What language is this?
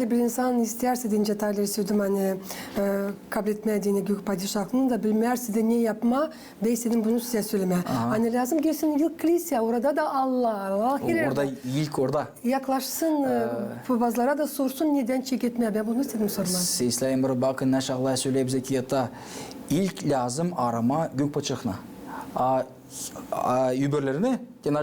Gagauz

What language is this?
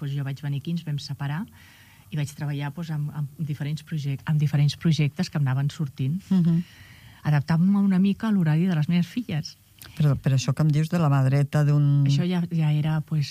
Catalan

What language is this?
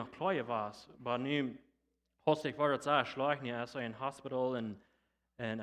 Plautdietsch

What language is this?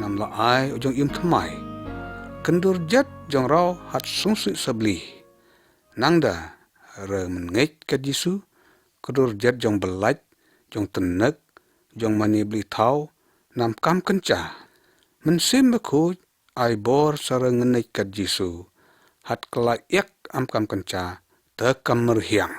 Lyngngam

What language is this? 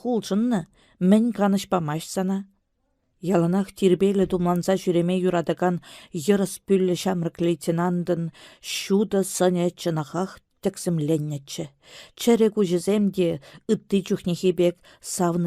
Chuvash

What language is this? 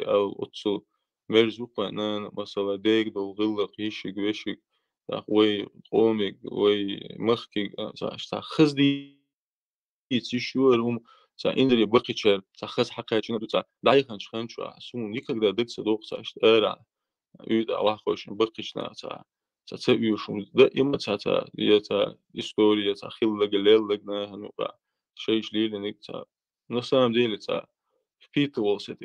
Chechen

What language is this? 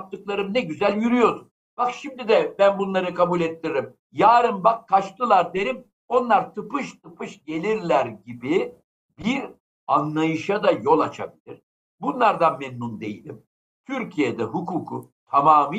Turkish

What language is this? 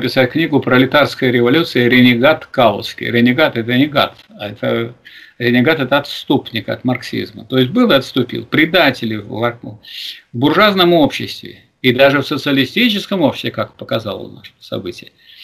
Russian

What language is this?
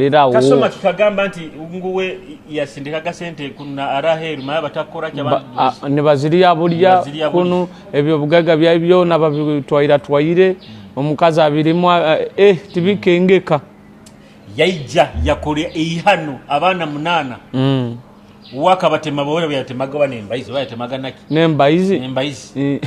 Nyoro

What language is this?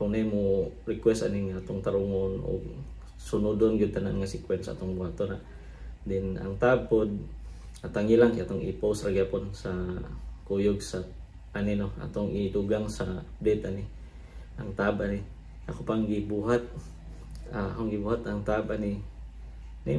Cebuano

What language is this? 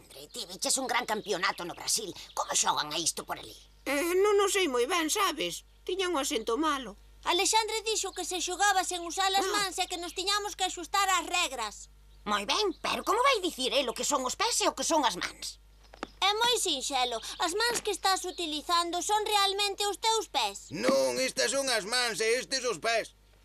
Galician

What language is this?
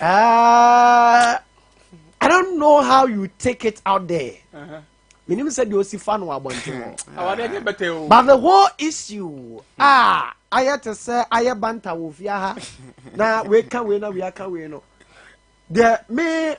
Akan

